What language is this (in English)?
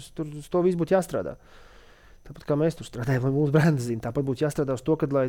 Latvian